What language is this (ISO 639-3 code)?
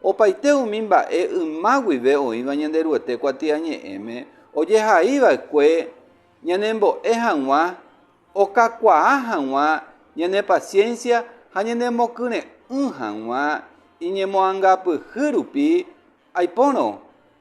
grn